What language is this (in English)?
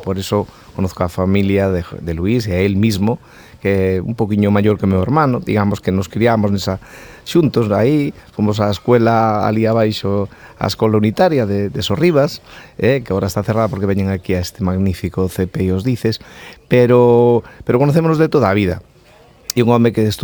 Galician